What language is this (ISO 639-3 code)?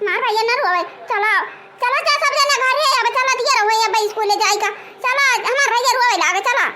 awa